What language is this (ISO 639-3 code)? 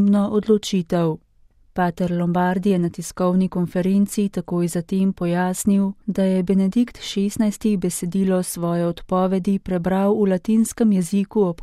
slv